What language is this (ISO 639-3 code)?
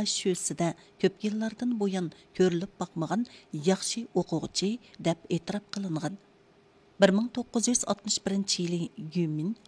uig